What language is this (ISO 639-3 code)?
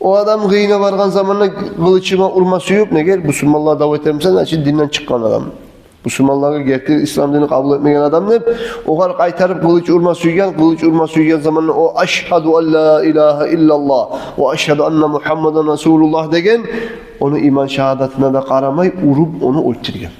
kum